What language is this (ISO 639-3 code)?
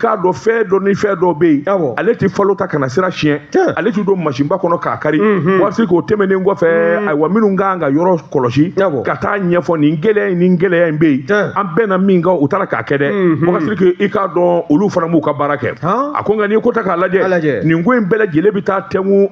bam